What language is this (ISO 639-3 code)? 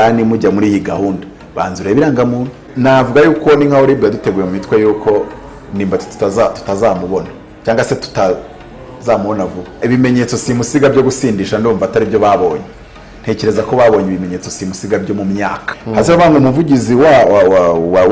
kin